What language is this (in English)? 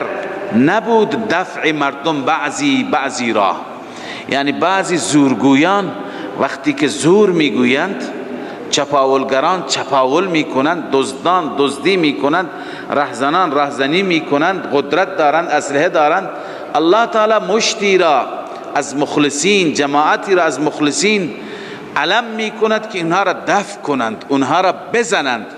Persian